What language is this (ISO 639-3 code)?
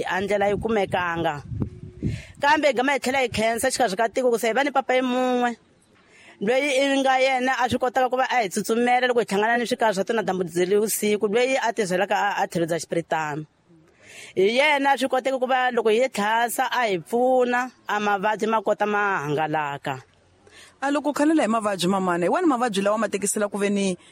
tso